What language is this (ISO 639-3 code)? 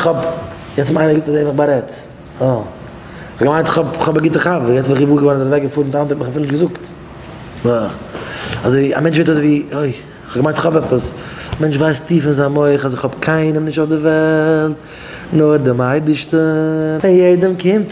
yid